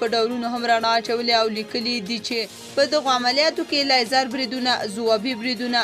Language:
Pashto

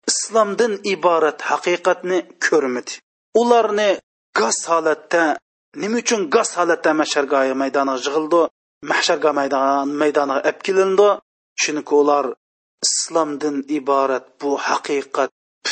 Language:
Uyghur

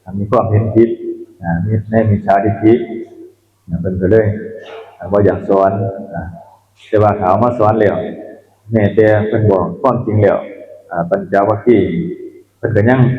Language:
Northeastern Thai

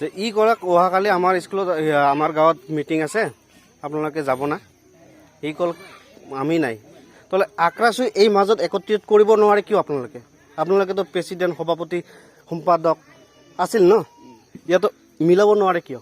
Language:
Assamese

